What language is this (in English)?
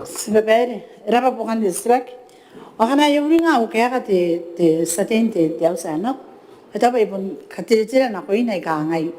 Gilbertese